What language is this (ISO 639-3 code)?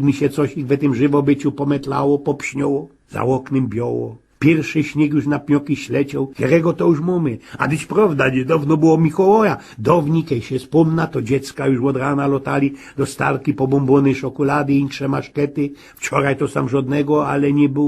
szl